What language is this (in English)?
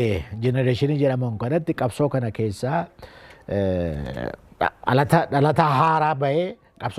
Oromo